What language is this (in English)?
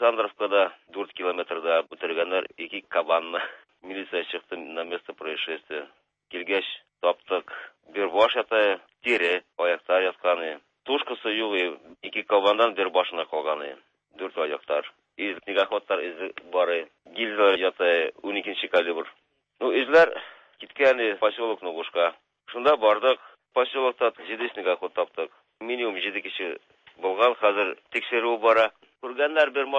Tatar